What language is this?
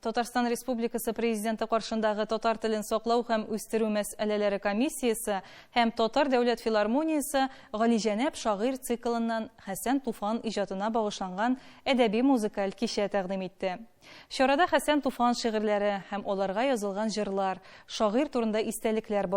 Tatar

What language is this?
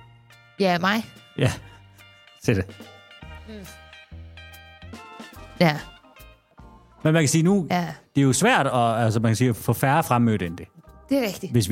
Danish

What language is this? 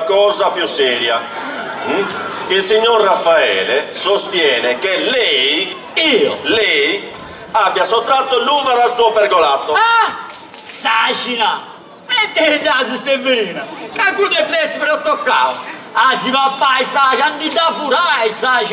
Sardinian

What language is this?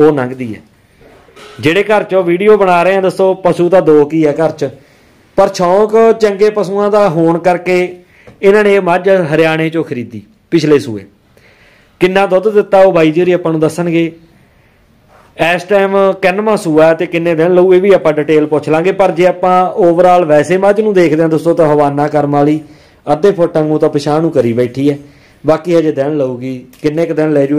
Punjabi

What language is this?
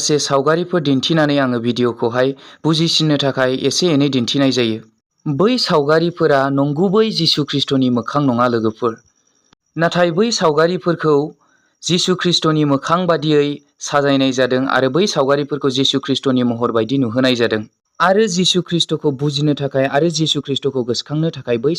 Bodo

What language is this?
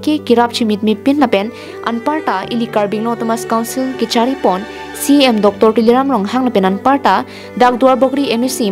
Karbi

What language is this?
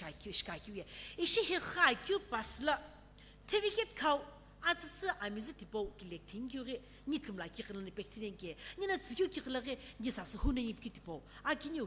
Sumi Naga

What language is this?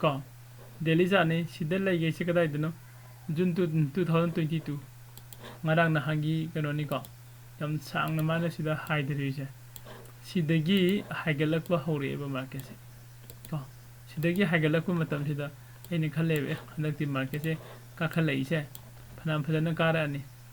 Manipuri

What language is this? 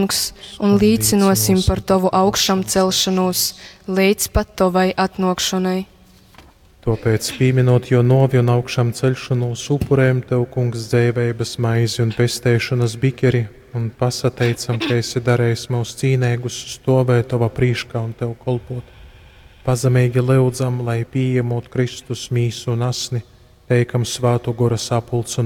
Latgalian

